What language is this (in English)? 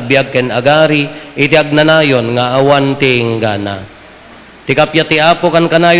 Iloko